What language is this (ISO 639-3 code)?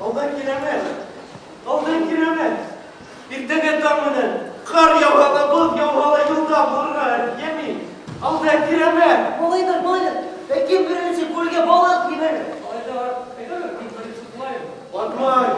bak